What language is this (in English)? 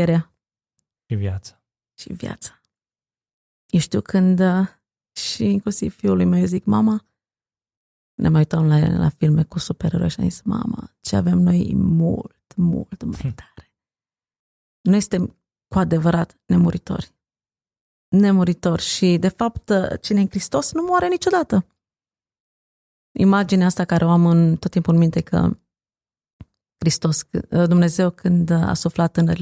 Romanian